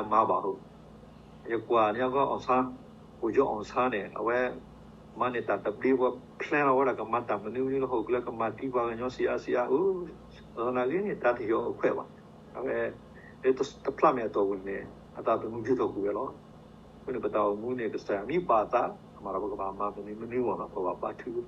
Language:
S'gaw Karen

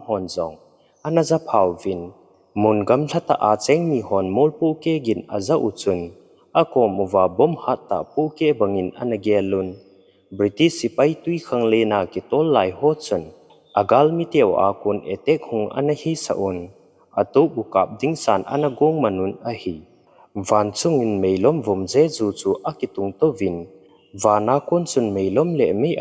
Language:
Thado Chin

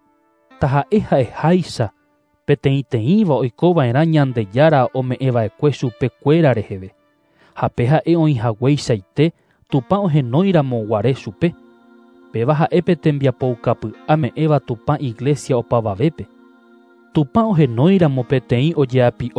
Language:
Guarani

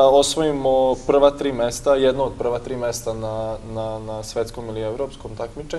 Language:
Serbian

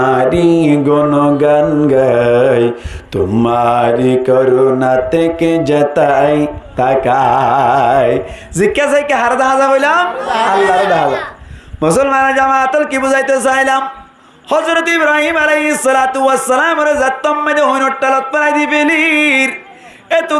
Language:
Rohingya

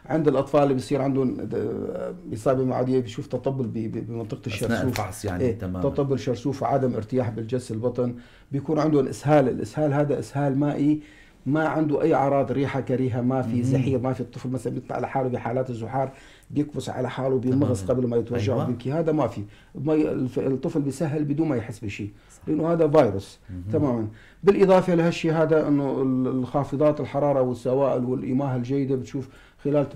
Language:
North Levantine Arabic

